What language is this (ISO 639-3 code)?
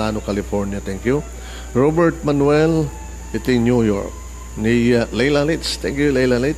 ilo